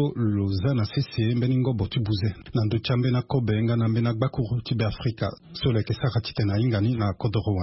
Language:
Sango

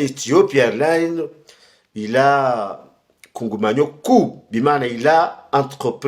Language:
Ngazidja Comorian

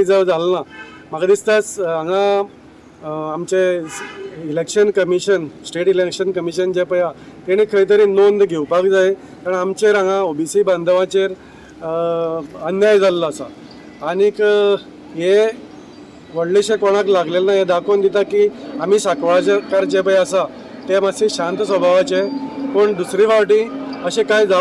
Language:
Konkani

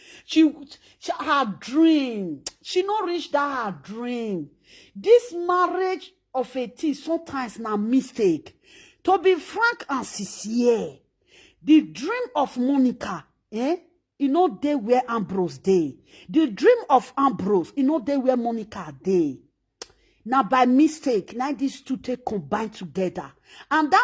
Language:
Nigerian Pidgin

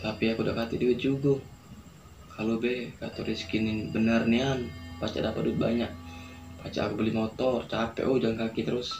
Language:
Musi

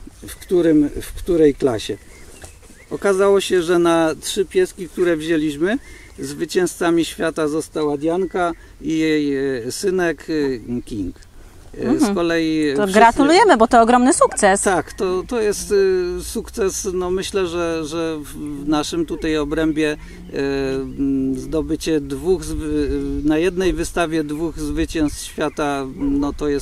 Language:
Polish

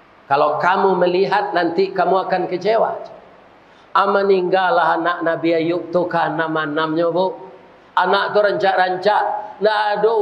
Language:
Minangkabau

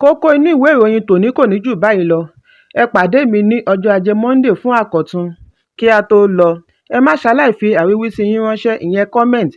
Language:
Yoruba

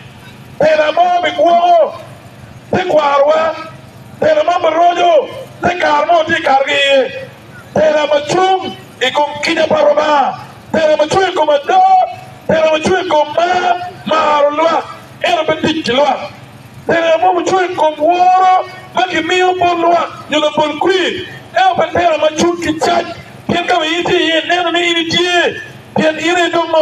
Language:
Acoli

